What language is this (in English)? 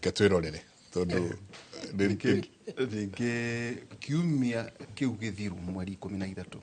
Kikuyu